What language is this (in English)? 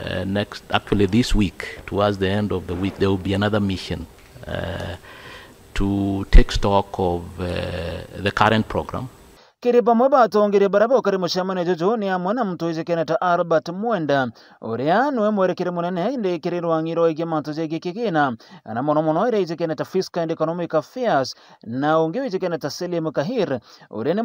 Meru